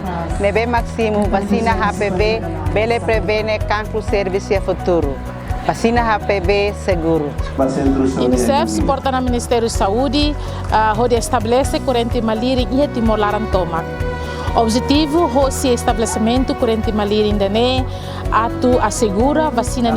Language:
Tetum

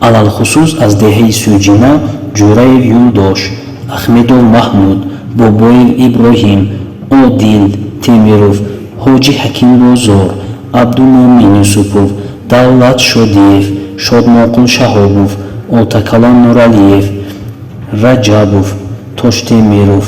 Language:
Tajik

